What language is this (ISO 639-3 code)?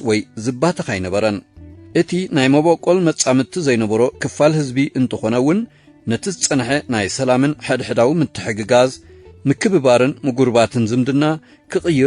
tir